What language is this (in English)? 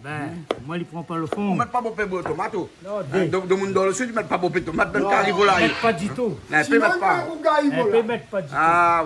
Réunion Creole French